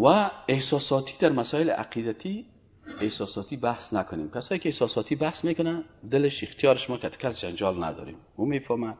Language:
Persian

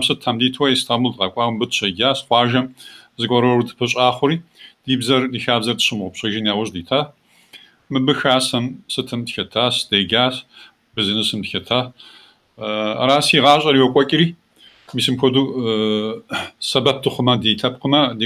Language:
Kabardian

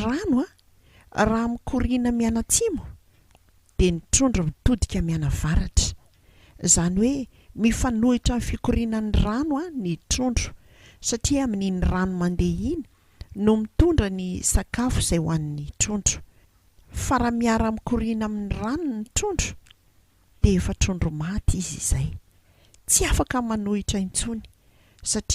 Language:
Malagasy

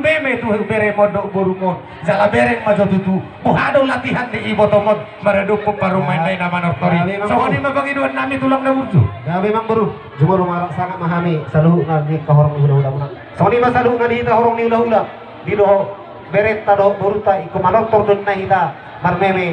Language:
Batak Toba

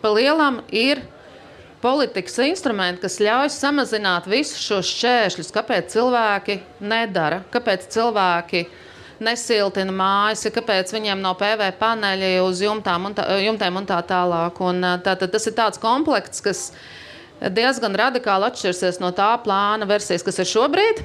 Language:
Latvian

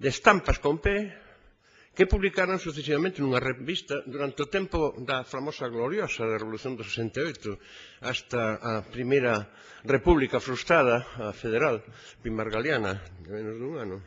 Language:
Galician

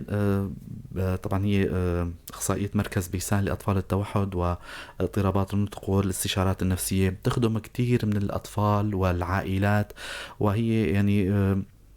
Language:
North Levantine Arabic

